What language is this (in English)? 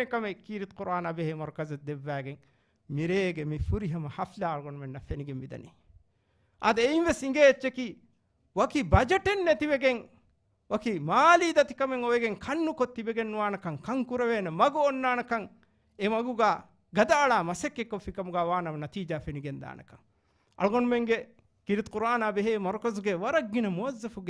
Divehi